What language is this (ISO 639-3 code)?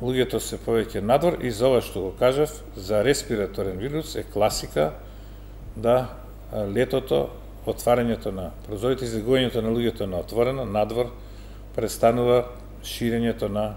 mkd